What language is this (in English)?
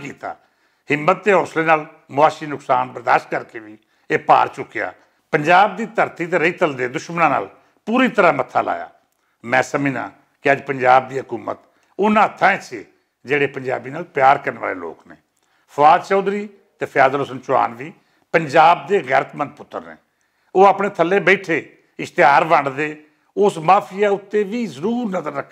Western Panjabi